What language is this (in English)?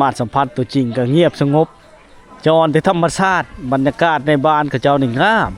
Lao